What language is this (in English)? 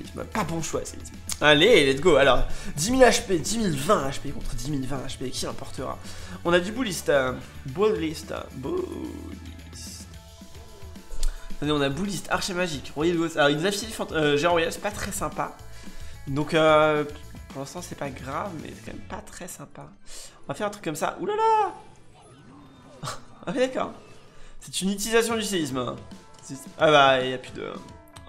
French